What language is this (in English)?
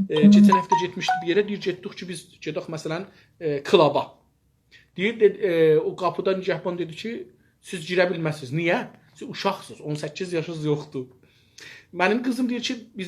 South Azerbaijani